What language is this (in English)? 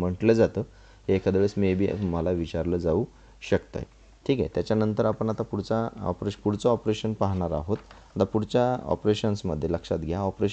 Marathi